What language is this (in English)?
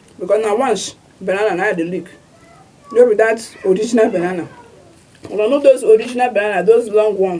Nigerian Pidgin